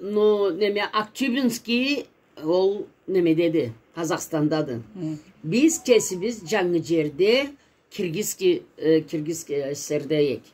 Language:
Karachay-Balkar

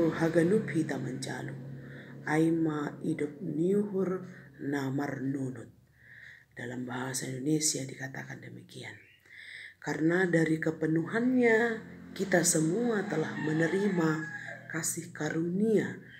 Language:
Batak Simalungun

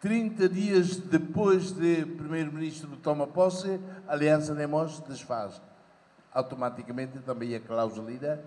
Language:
Tetum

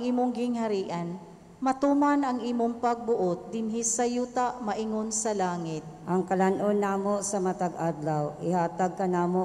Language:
Cebuano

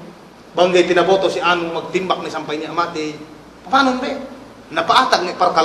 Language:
Yakan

